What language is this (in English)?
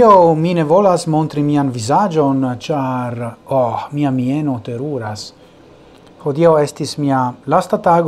Esperanto